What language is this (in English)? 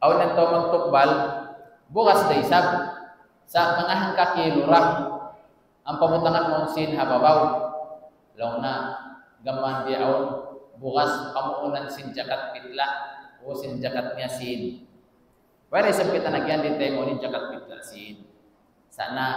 Tausug